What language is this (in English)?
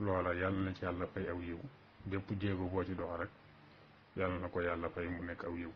Wolof